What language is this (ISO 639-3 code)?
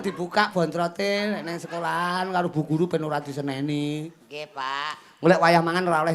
jav